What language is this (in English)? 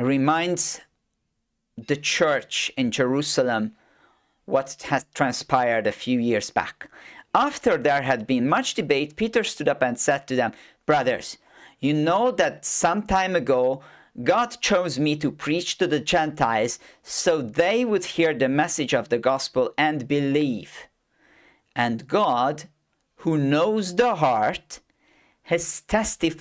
English